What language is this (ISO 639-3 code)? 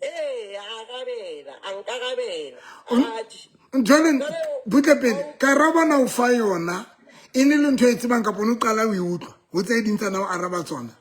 sot